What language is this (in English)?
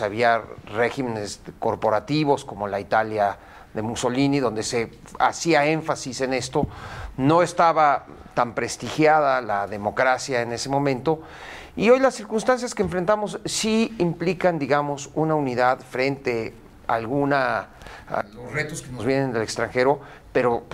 Spanish